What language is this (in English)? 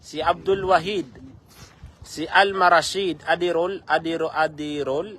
Maranao